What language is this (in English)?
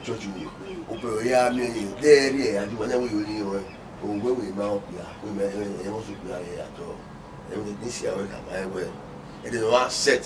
Bini